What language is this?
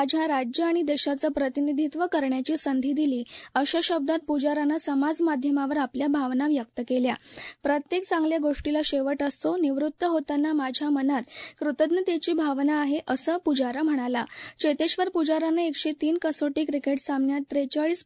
Marathi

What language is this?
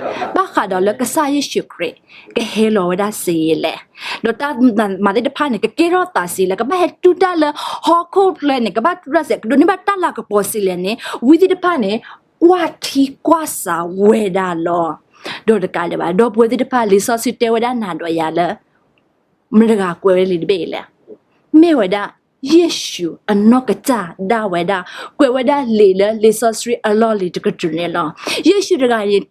S'gaw Karen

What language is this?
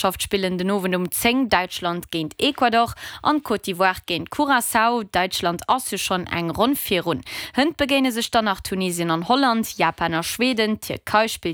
Luxembourgish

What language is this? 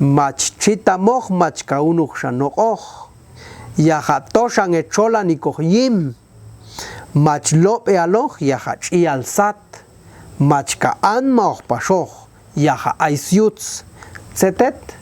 Popti'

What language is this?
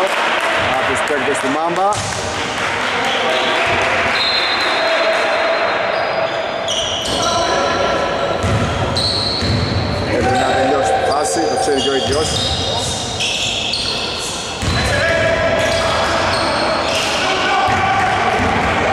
Greek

